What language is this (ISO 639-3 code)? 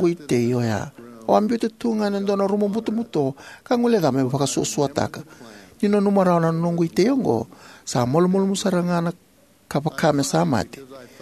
fij